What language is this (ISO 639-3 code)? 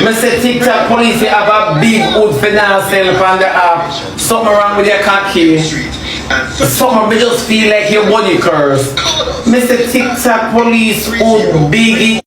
jam